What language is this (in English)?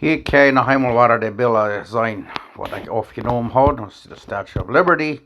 Plautdietsch